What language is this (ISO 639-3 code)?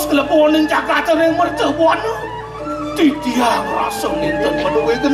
ban